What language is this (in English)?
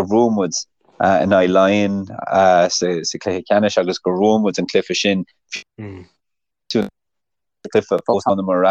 Irish